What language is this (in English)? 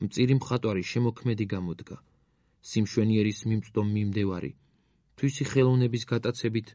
Georgian